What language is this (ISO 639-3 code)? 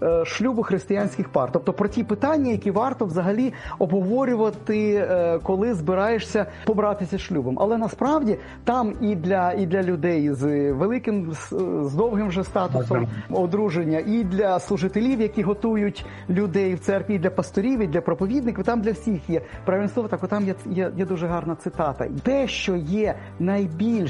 ukr